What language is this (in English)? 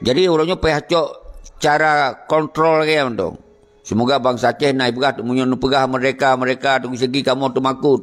Achinese